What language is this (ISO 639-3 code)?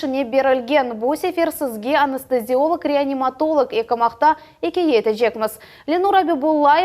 crh